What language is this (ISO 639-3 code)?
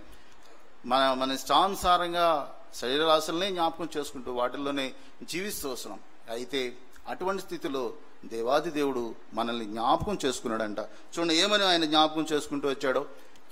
tel